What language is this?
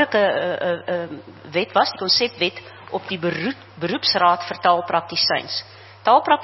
Afrikaans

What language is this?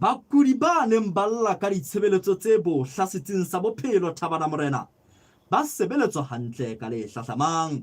Southern Sotho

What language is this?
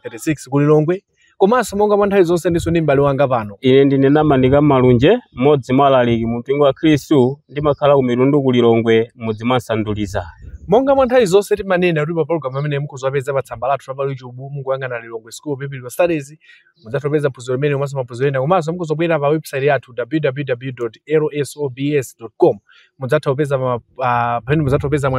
Nyanja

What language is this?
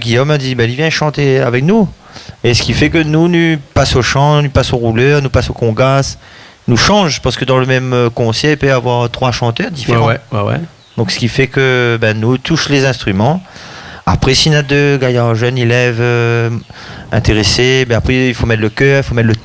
Réunion Creole French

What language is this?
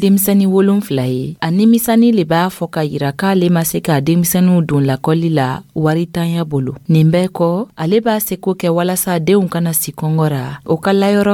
Dyula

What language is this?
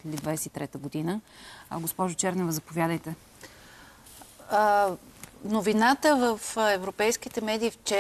Bulgarian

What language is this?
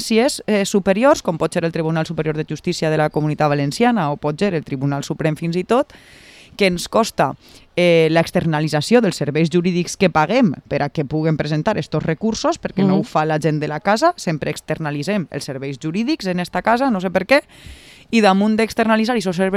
Catalan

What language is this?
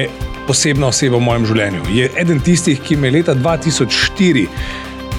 Slovenian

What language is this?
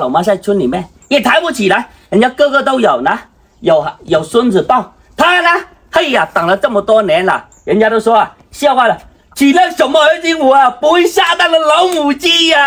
Chinese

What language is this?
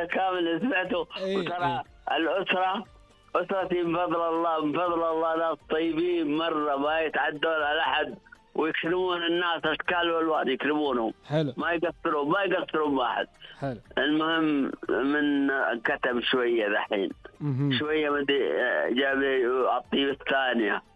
Najdi Arabic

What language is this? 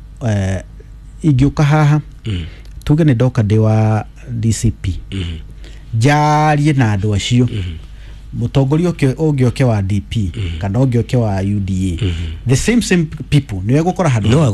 Kikuyu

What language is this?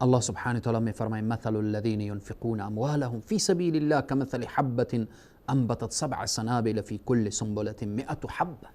Persian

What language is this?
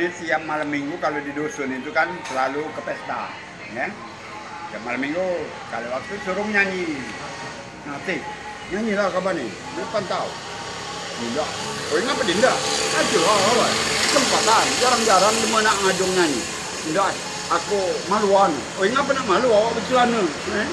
Musi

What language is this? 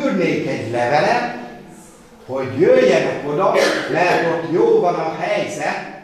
Hungarian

